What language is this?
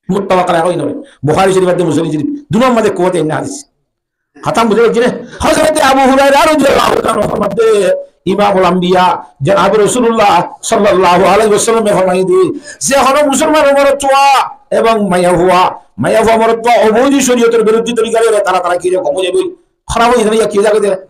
Rohingya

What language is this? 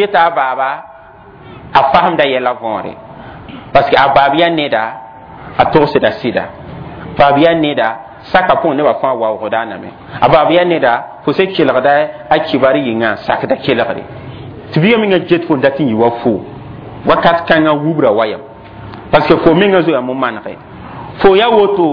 Mossi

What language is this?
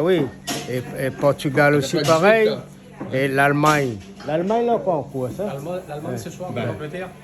Réunion Creole French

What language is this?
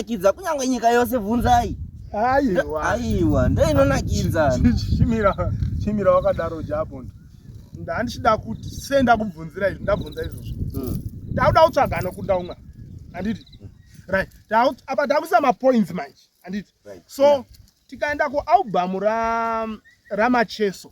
Shona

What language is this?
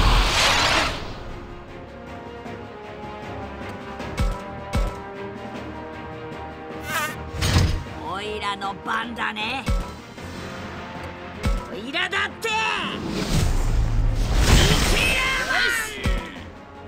Japanese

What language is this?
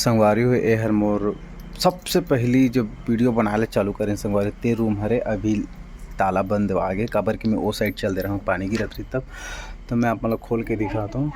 Chhattisgarhi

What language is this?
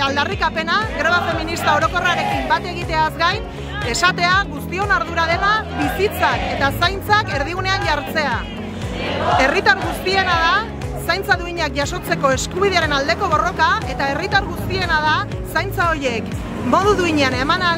Basque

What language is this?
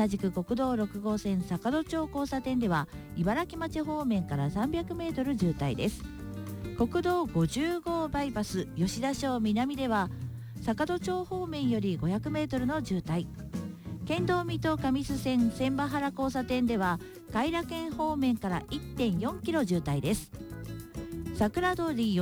Japanese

